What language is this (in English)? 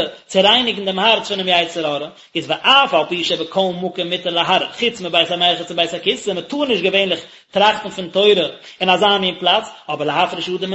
Yiddish